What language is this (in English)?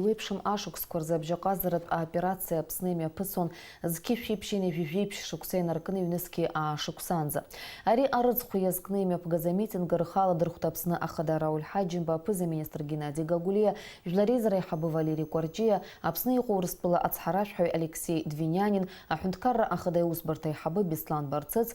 Abkhazian